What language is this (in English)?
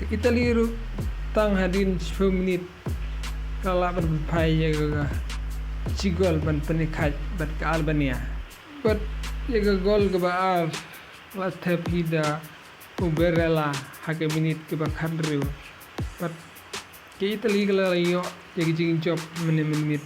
Khasi